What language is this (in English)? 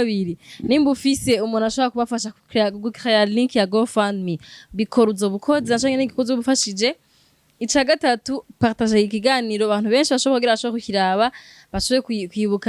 Rundi